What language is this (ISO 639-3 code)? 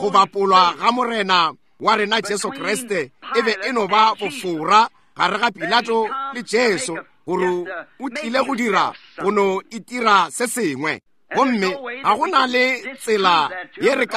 nso